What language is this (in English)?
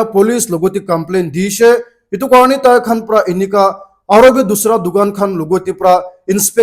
Naga Pidgin